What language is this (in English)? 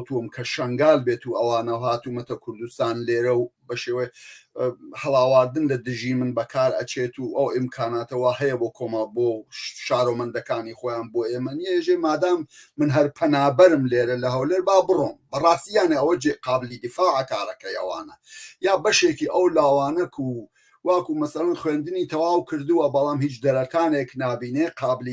Central Kurdish